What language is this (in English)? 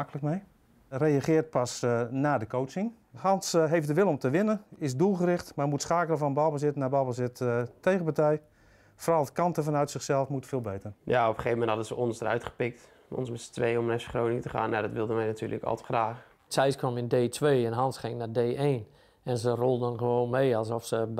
Dutch